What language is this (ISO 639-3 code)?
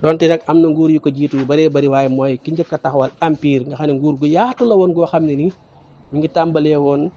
wol